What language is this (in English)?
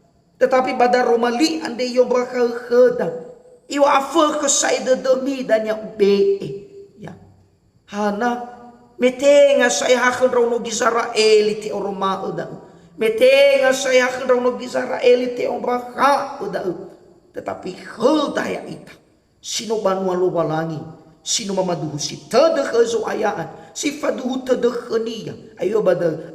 Nias